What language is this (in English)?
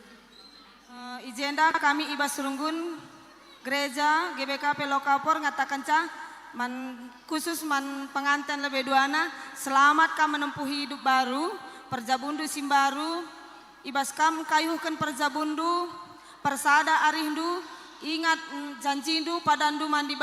Batak Karo